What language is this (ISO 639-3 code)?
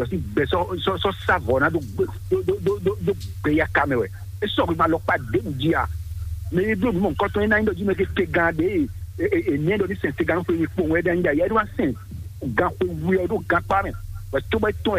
fon